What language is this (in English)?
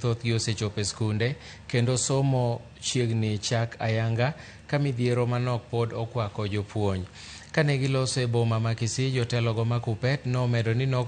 Luo (Kenya and Tanzania)